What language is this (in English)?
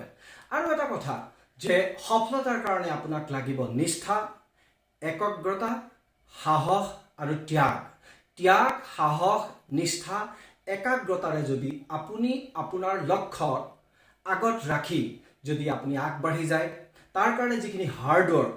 Assamese